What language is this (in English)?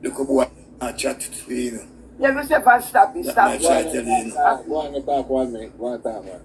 Jamaican Creole English